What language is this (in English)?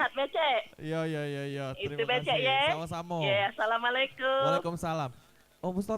Musi